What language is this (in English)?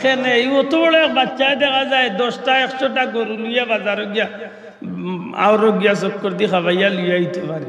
Sylheti